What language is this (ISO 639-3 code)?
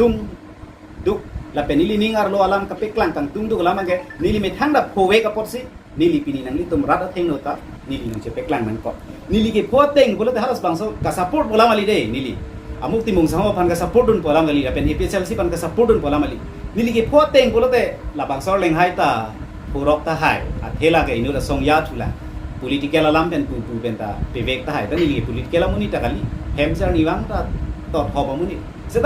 mjw